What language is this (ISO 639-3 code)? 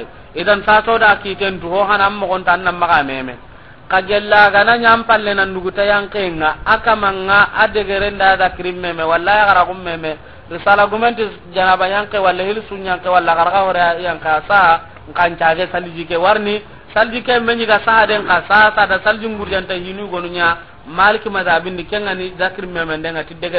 snk